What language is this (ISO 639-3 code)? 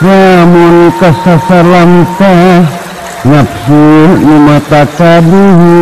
sun